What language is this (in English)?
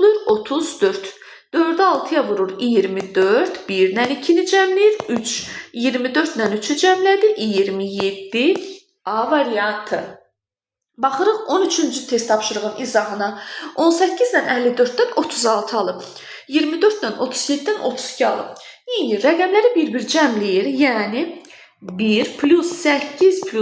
Azerbaijani